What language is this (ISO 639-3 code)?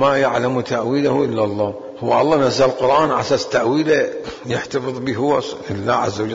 acm